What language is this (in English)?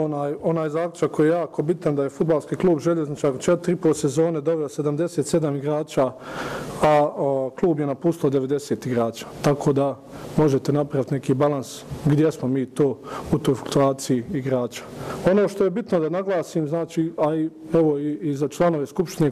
Bosnian